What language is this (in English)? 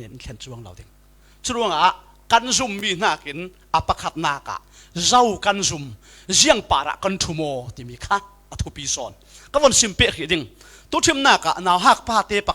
Falam Chin